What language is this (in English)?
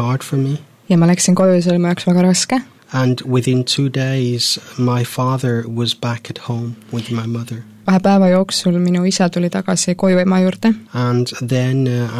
Estonian